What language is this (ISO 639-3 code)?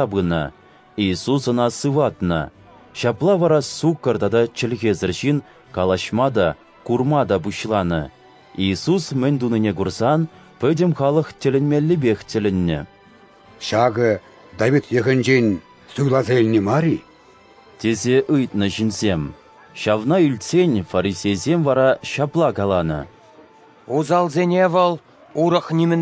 chv